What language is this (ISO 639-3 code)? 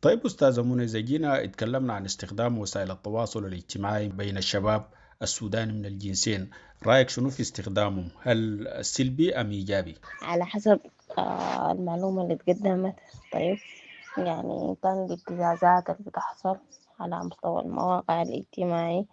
apd